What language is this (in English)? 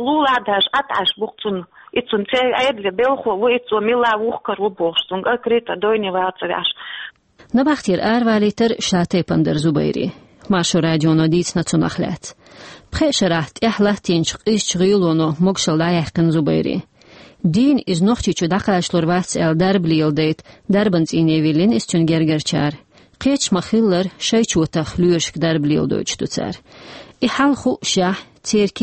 Chechen